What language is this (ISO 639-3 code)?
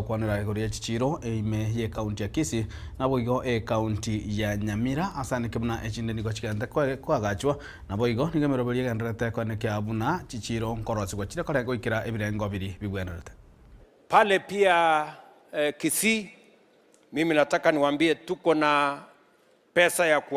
guz